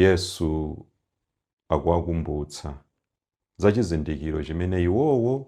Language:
Nyanja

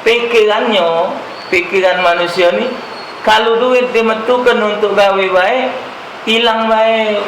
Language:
Musi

